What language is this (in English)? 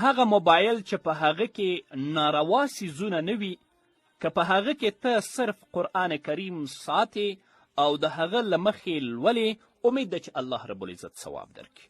Pashto